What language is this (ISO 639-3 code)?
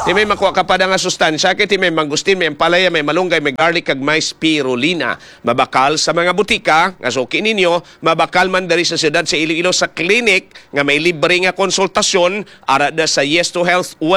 hil